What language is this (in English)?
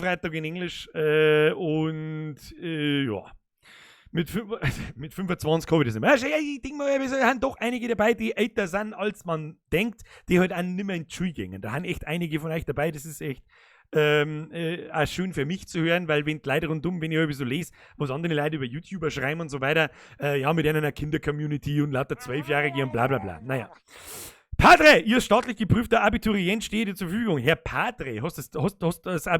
Bavarian